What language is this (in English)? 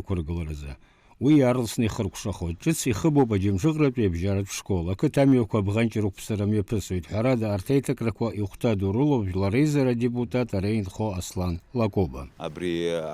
Abkhazian